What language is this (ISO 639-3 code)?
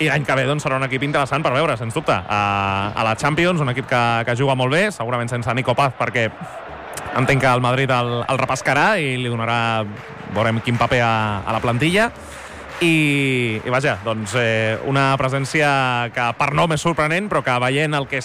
cat